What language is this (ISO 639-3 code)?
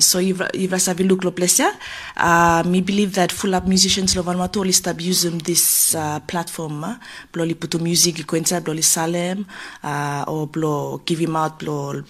bis